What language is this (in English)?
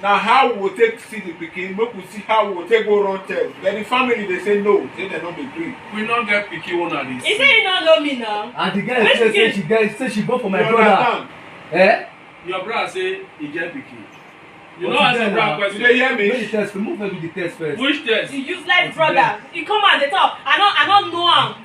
Nigerian Pidgin